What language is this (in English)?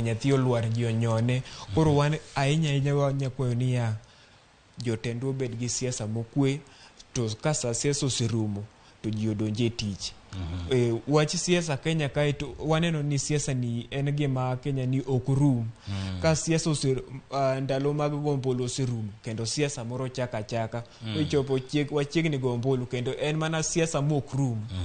Luo (Kenya and Tanzania)